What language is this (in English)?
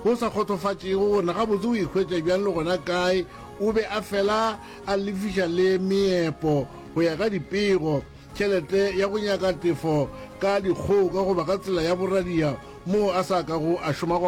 Northern Sotho